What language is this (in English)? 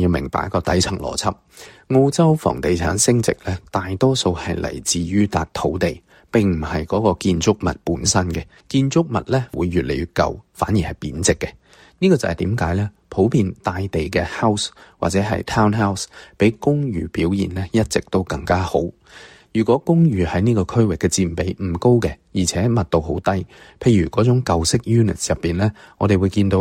Cantonese